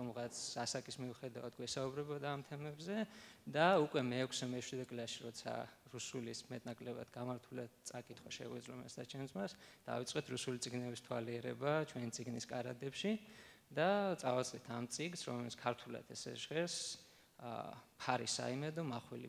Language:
Georgian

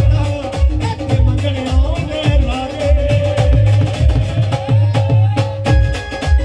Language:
Punjabi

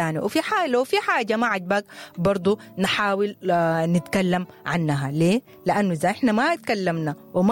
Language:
Sudanese Arabic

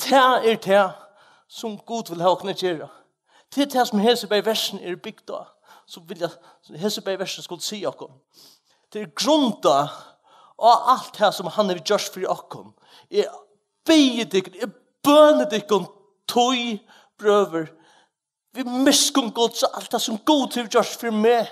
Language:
Faroese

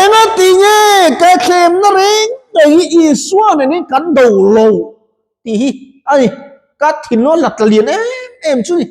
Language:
Mizo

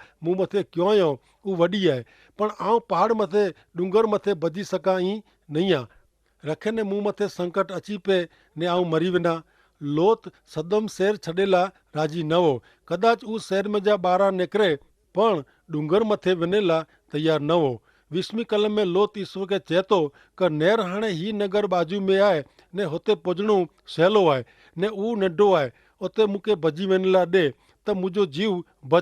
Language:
Kachhi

